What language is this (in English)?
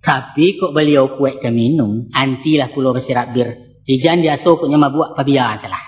Minangkabau